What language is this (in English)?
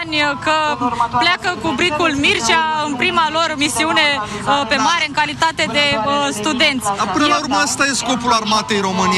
Romanian